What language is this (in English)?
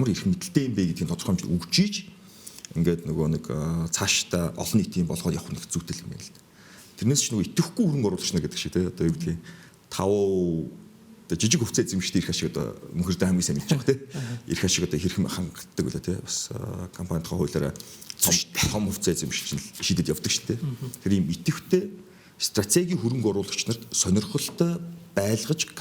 Mongolian